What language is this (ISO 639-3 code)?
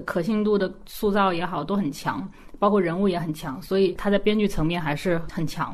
zho